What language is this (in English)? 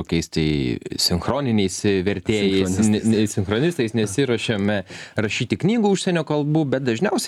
Lithuanian